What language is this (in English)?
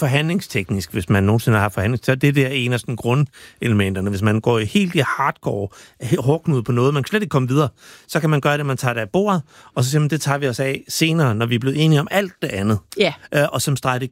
Danish